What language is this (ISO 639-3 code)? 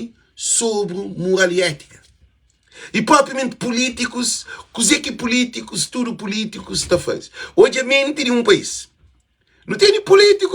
kea